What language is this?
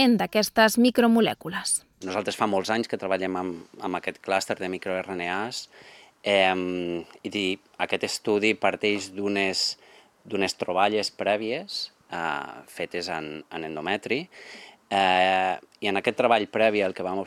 Catalan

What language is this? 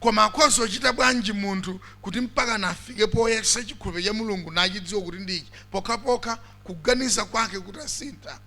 Nyanja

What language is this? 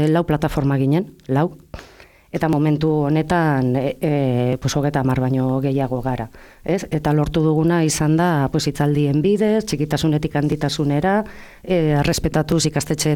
Basque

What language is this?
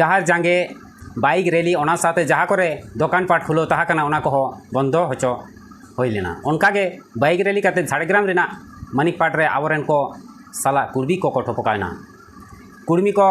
Santali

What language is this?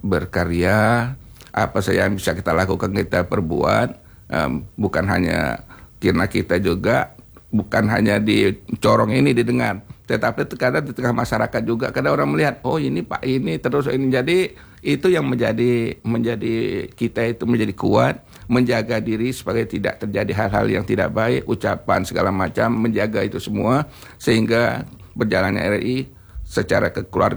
Indonesian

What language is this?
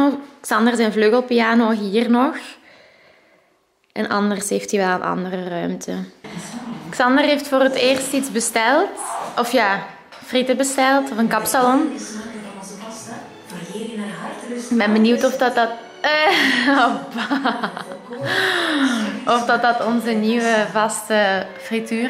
Dutch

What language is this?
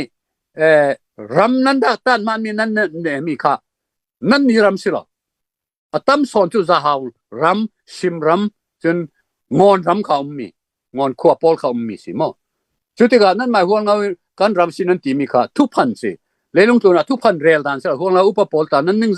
Falam Chin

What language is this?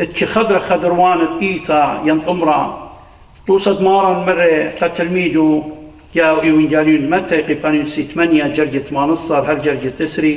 Assyrian Neo-Aramaic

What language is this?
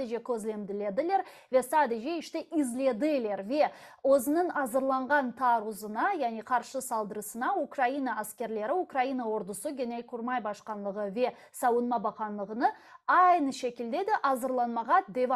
Crimean Tatar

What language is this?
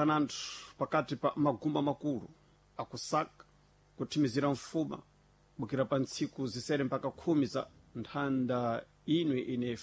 Sena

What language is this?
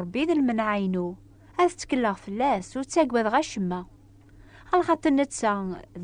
Kabyle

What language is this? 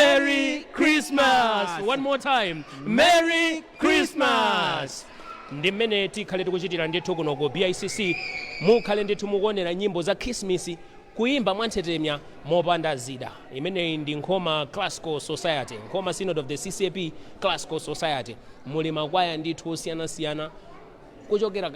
Nyanja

